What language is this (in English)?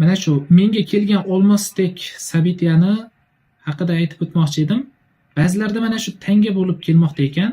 Uzbek